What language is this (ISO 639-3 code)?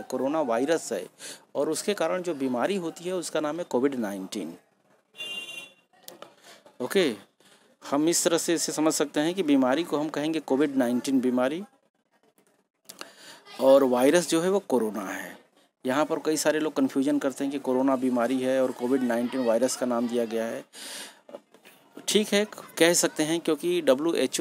hin